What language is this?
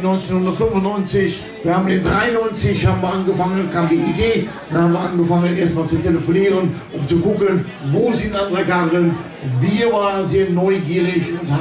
Limburgish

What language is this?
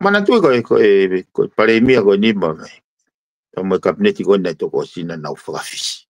Tongan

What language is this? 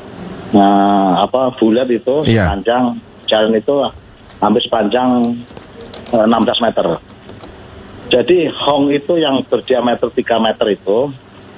Indonesian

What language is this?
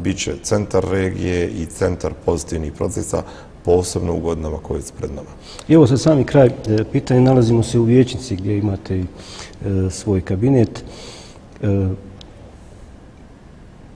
Bosnian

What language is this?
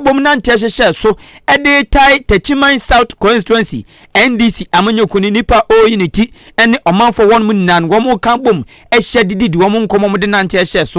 Akan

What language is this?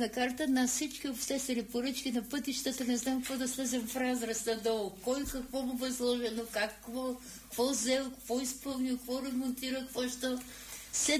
Bulgarian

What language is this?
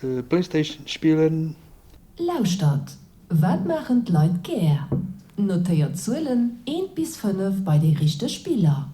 Luxembourgish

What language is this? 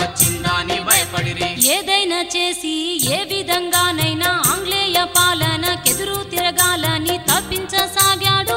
Telugu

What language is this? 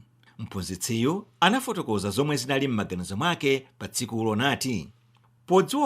Nyanja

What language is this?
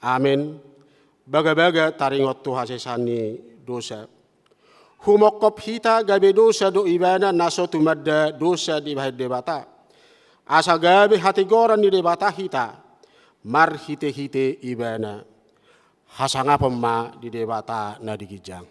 Batak Toba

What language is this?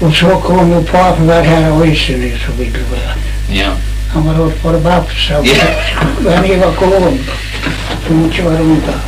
Faroese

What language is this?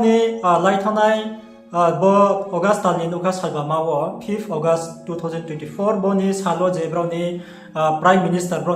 Riang (India)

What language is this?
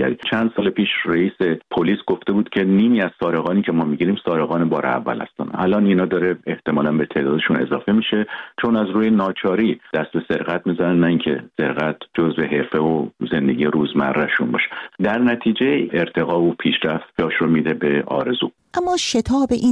Persian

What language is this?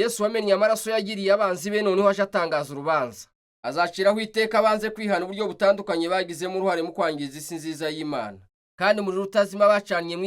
Kinyarwanda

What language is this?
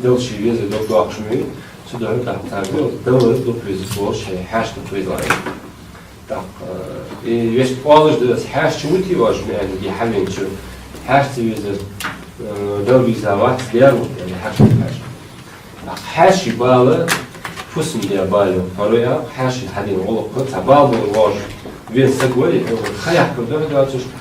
Ingush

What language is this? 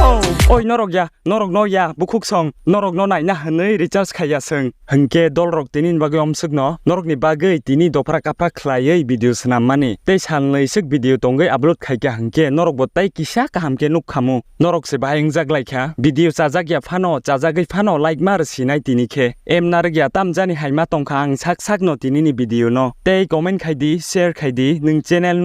Kok Borok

